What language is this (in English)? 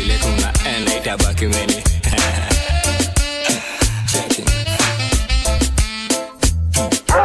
Swahili